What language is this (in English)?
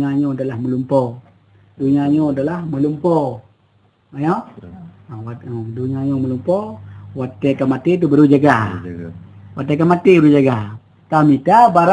Achinese